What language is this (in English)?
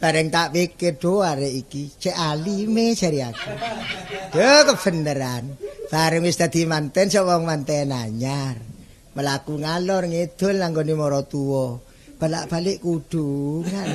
Javanese